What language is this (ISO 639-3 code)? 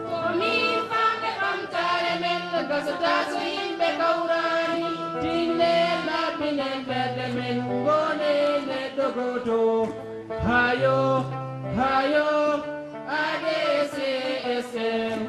ful